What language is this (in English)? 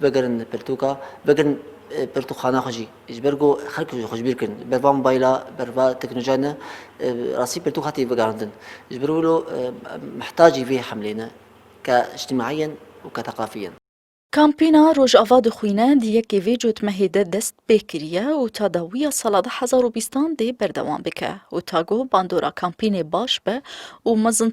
Kurdish